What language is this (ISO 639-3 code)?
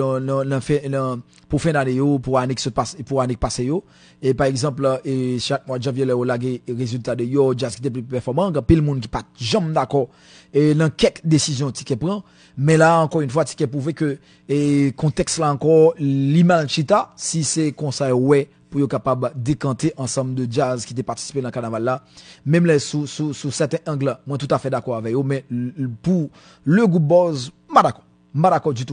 hat